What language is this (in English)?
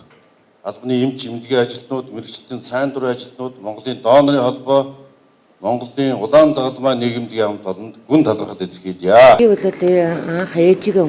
Mongolian